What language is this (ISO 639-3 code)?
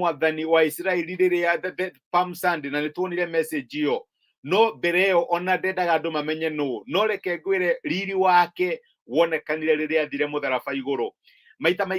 kik